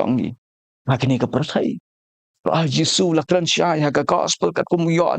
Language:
Khasi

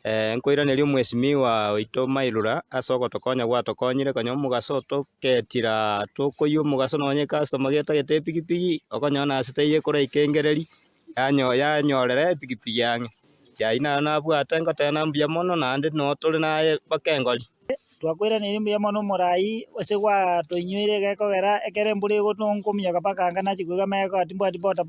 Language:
Gusii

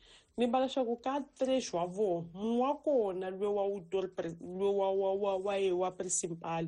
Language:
Tsonga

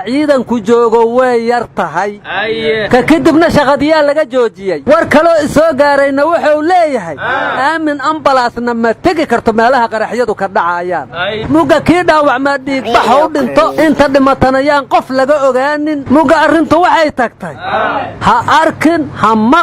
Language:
Somali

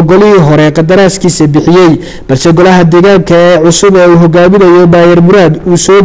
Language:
Somali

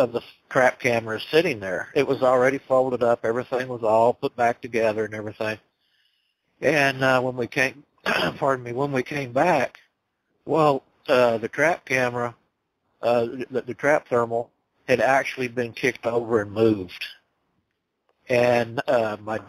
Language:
English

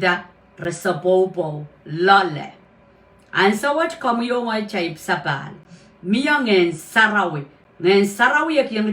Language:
Pohnpeian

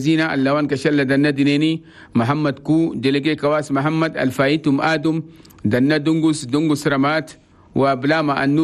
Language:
Chadian Arabic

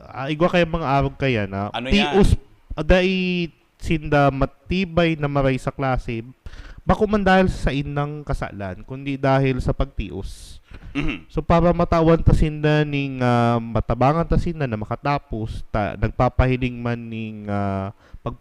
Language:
Bikol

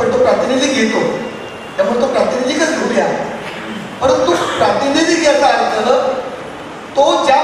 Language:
Marathi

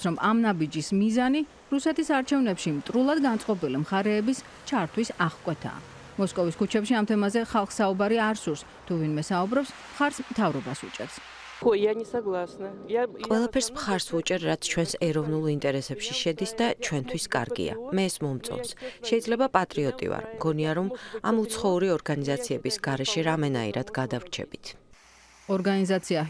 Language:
Georgian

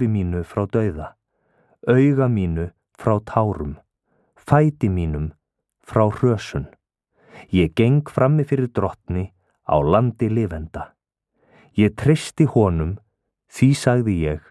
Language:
Icelandic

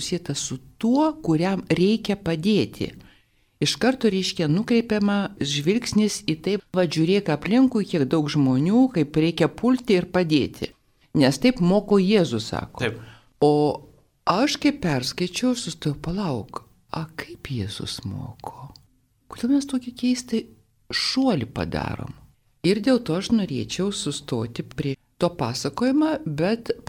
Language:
Lithuanian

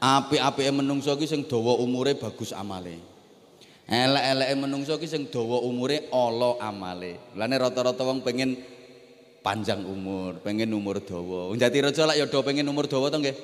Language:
Javanese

